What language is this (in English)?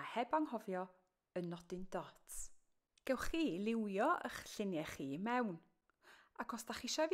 Welsh